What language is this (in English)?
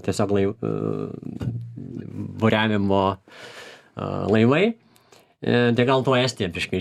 Lithuanian